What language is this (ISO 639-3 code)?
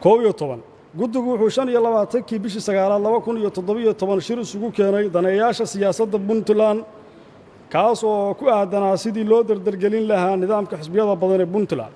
som